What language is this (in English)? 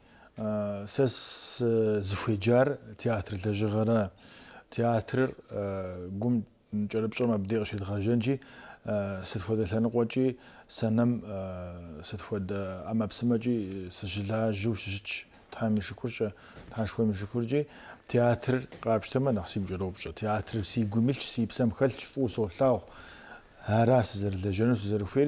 Kabardian